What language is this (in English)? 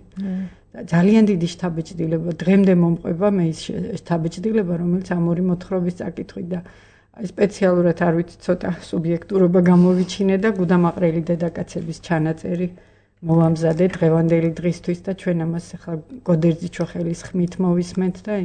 Georgian